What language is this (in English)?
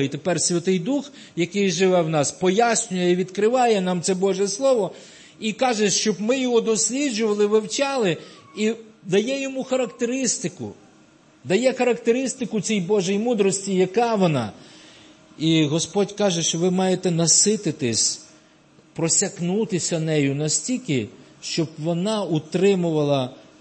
Ukrainian